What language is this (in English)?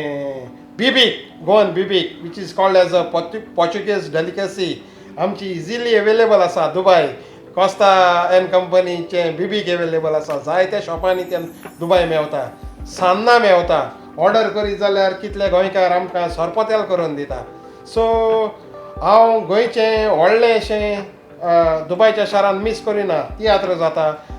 Konkani